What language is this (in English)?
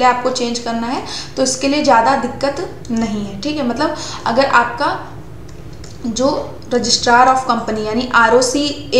Hindi